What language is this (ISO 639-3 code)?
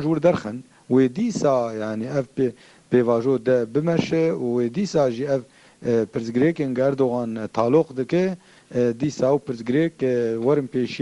kur